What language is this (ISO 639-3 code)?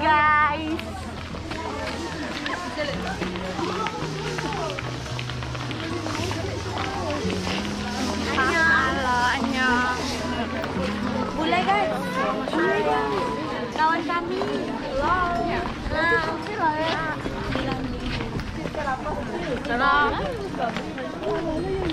ind